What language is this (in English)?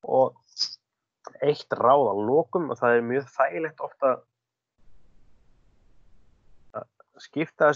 Icelandic